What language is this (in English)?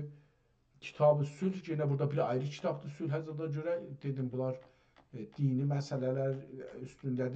South Azerbaijani